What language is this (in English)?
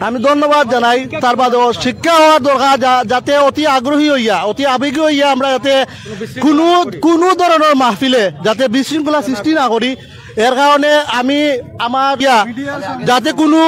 Sylheti